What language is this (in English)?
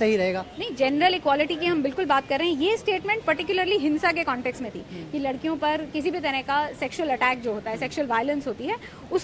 Hindi